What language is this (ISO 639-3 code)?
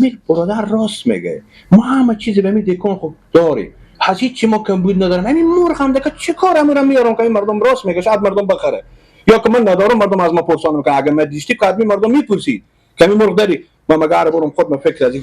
fas